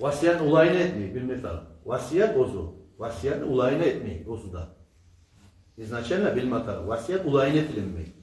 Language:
Kumyk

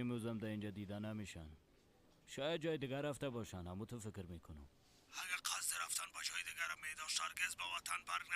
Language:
Persian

